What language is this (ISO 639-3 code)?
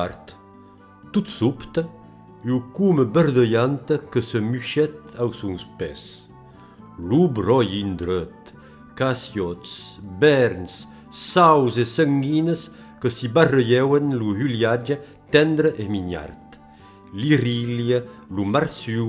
oci